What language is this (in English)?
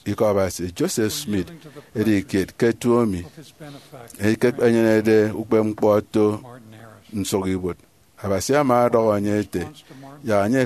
Efik